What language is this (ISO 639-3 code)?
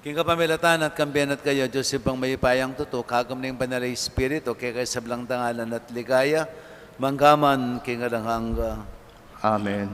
pam